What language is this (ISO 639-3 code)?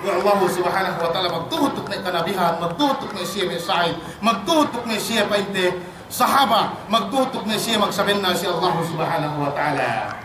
yka